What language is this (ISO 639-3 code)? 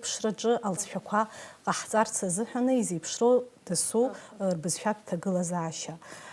abk